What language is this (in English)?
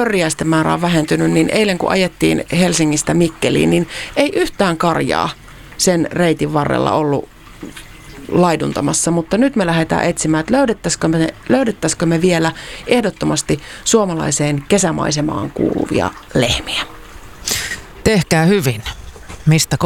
Finnish